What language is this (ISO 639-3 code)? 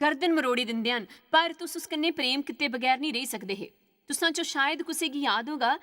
doi